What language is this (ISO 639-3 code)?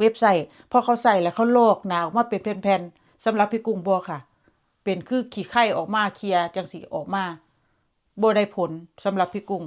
tts